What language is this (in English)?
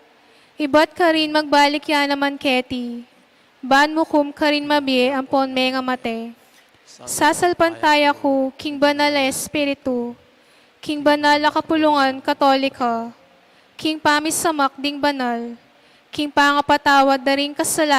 Pampanga